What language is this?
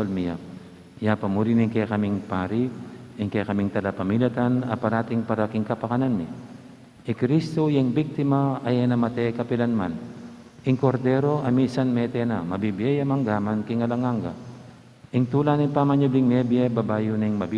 Pampanga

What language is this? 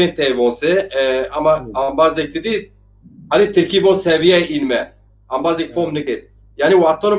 Zaza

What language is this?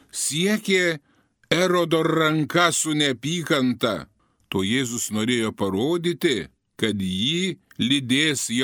Lithuanian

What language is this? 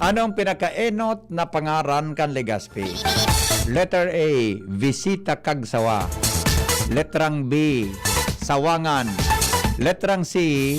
Bikol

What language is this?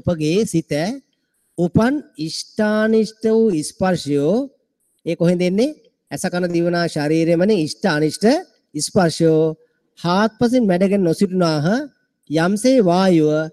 Sinhala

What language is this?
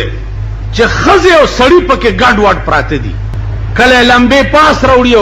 Pashto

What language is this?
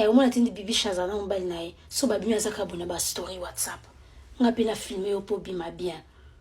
Lingala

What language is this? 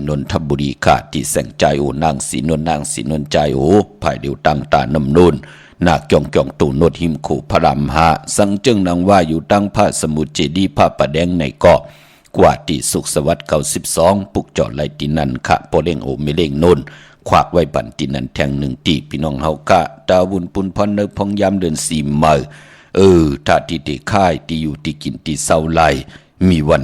Shan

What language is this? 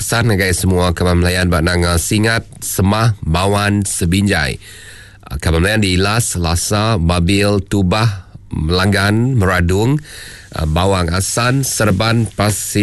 Iban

